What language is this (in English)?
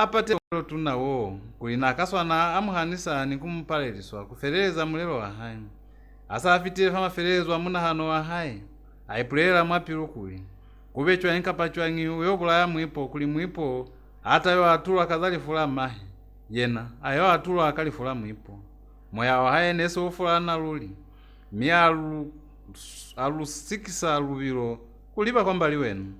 Lozi